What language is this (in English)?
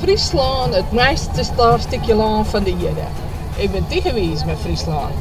Western Frisian